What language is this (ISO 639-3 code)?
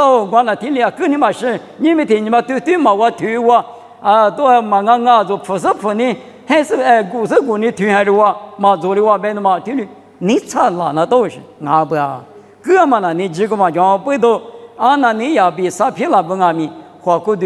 lis